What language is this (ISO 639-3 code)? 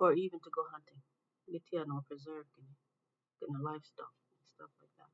ach